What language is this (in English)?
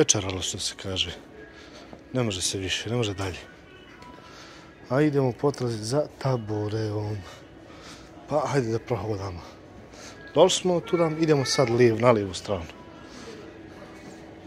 Croatian